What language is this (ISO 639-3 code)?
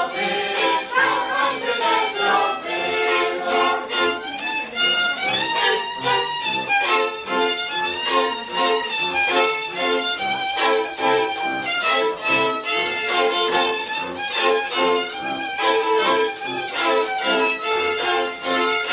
pol